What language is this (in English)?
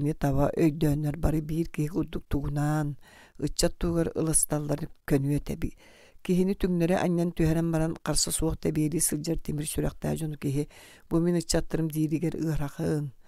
Yakut